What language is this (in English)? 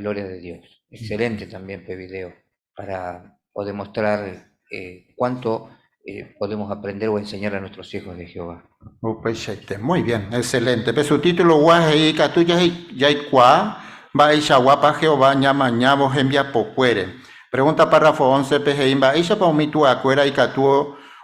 Guarani